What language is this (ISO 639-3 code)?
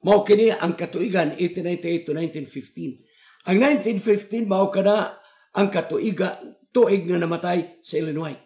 ceb